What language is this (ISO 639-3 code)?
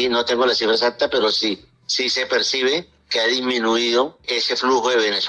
spa